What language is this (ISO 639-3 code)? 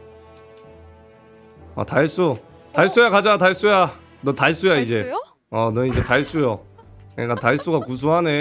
kor